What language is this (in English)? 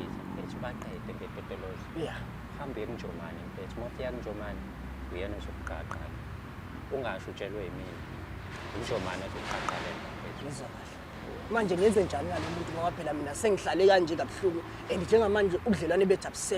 Zulu